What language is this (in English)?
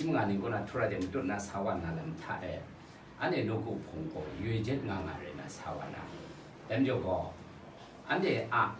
Kachin